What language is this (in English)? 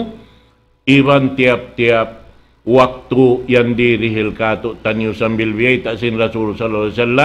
Tausug